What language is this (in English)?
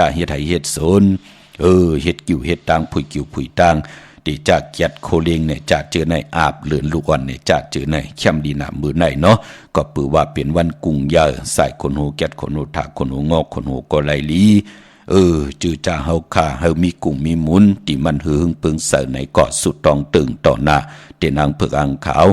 Shan